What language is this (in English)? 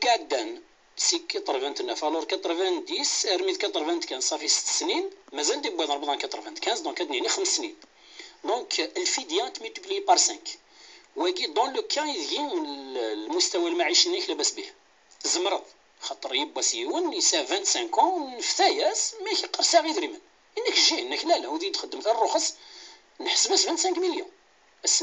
Kabyle